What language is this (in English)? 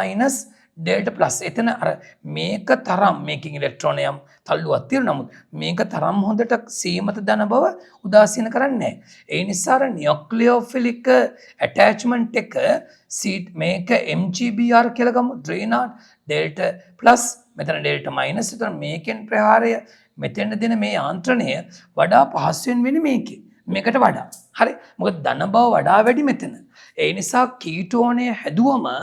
Sinhala